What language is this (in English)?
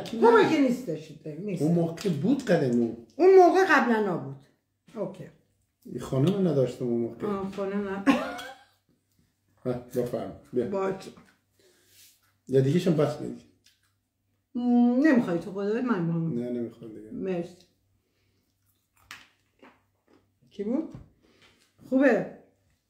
Persian